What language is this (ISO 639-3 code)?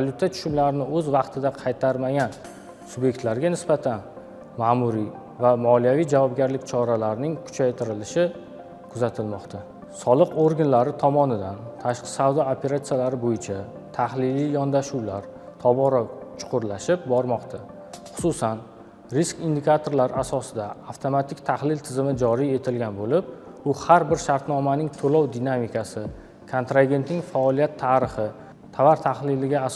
uzb